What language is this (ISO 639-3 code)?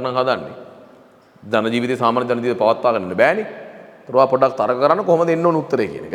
sin